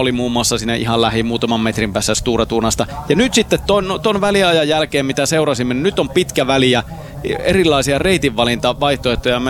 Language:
Finnish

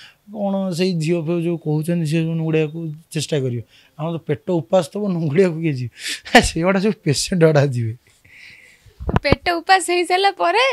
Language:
Odia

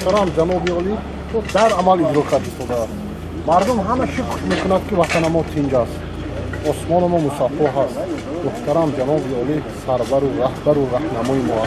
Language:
Tajik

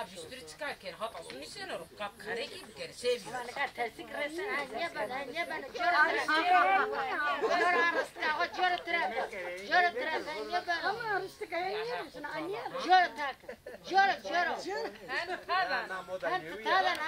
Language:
Zaza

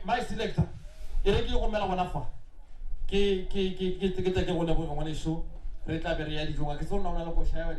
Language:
Northern Sotho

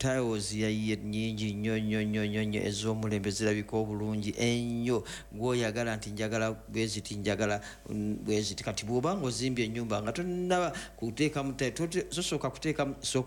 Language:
Ganda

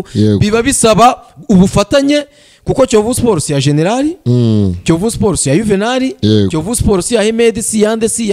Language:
Kinyarwanda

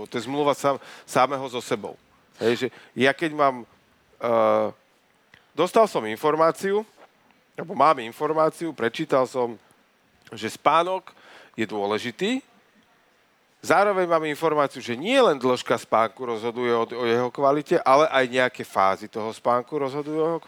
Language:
Slovak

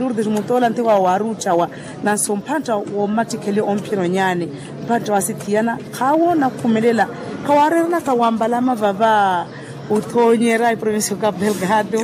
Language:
Makhuwa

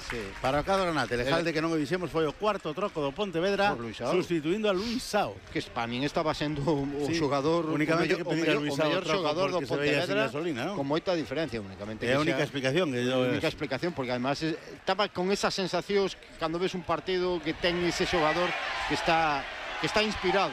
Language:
Galician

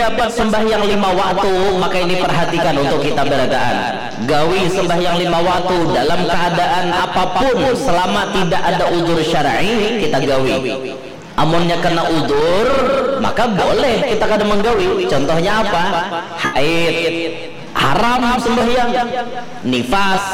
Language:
Banjar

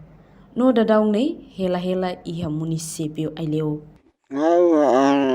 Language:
Tetum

